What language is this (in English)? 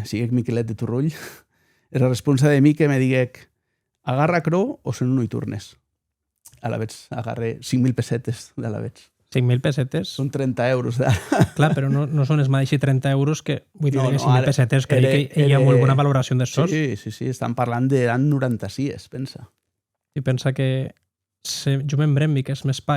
Occitan